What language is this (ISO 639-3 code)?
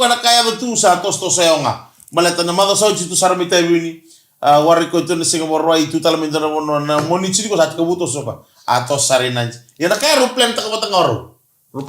fij